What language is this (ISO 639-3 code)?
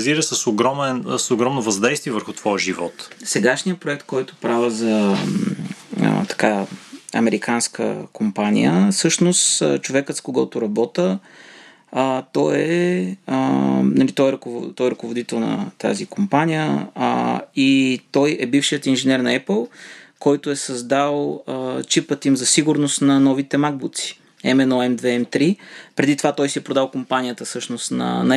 bul